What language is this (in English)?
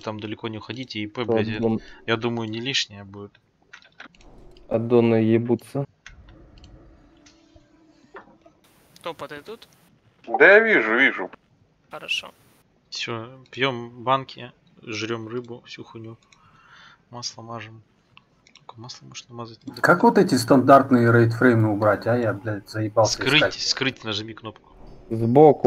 Russian